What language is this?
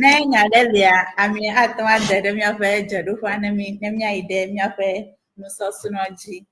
Ewe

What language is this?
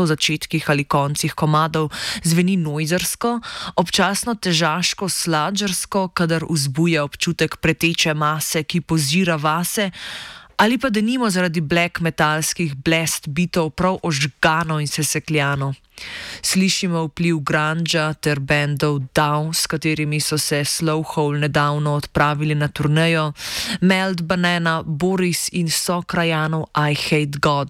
Slovenian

